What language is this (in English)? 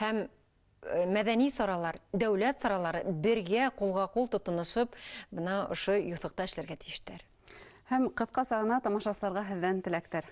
Bashkir